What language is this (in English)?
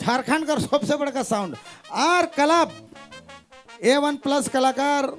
Sadri